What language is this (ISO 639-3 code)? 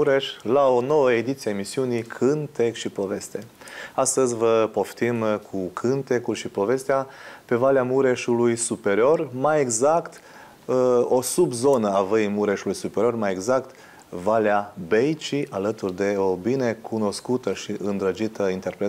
ron